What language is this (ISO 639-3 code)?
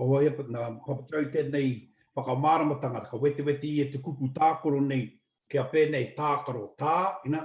mri